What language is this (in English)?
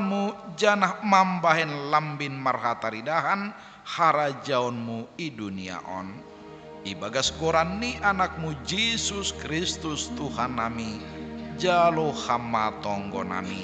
Batak Simalungun